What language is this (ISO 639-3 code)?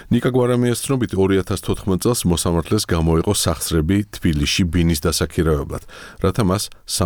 kat